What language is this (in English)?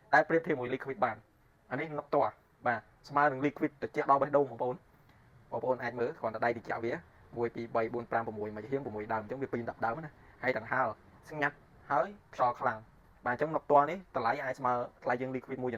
Khmer